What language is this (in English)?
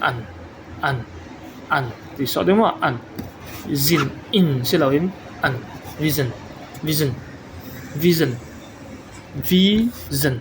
Falam Chin